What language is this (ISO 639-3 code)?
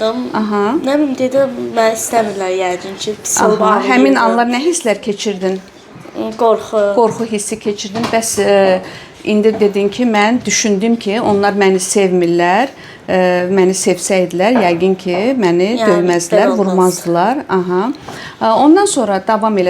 aze